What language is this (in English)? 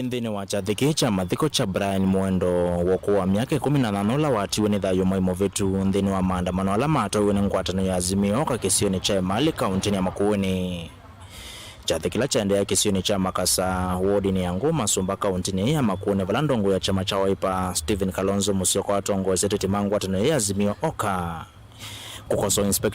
Kamba